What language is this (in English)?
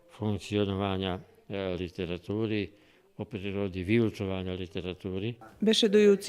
Rusyn